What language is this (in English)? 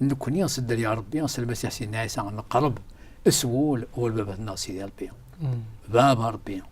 Kabyle